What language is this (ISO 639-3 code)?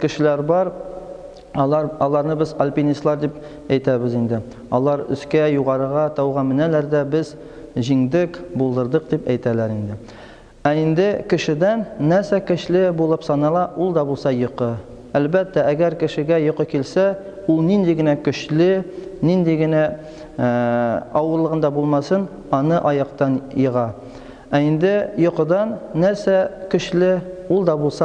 tat